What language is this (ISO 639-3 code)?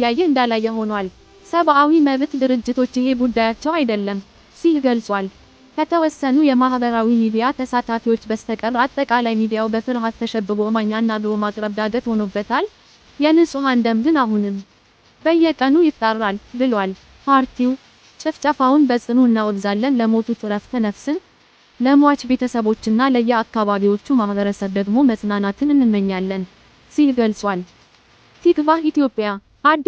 amh